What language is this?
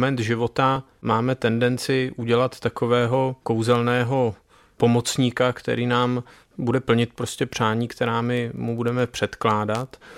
Czech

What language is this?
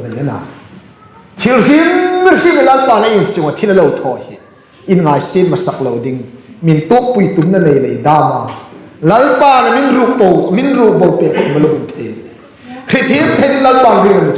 Hmar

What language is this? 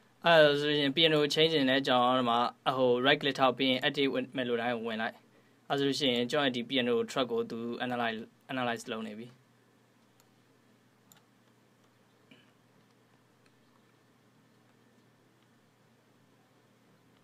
Burmese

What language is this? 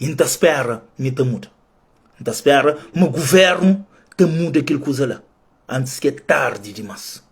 Kabuverdianu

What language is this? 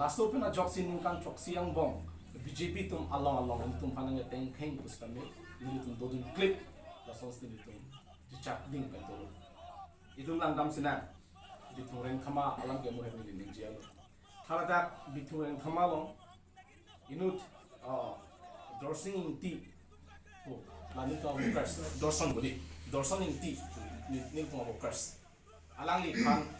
Karbi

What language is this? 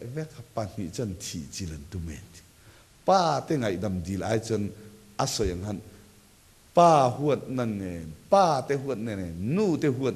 Mizo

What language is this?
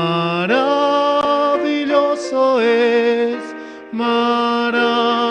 Aymara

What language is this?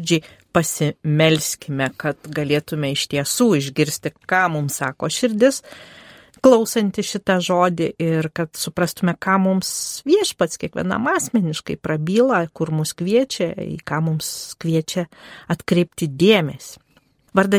Lithuanian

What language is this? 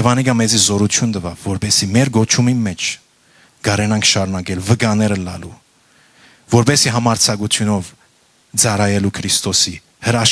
Western Armenian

